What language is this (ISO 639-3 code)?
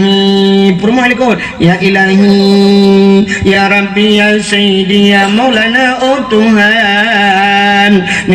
ace